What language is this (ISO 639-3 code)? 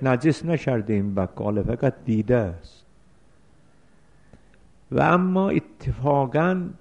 fas